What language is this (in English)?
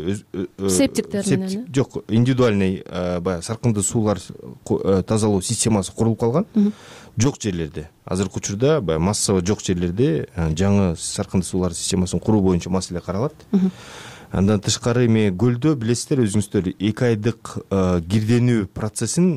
Kyrgyz